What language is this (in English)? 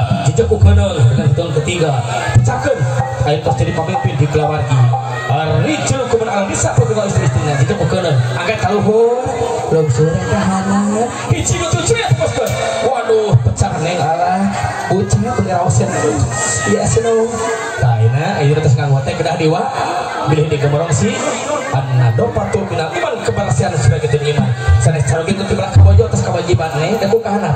Sundanese